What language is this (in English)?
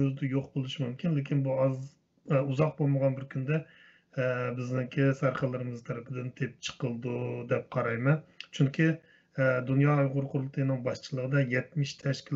Uyghur